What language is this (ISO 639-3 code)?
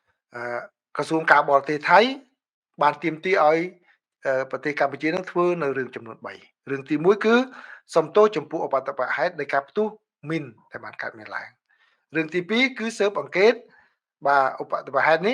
khm